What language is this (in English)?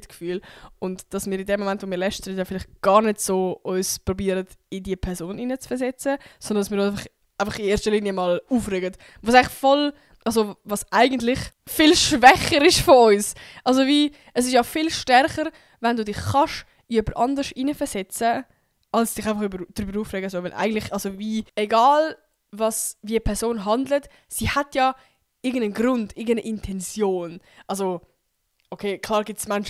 Swiss German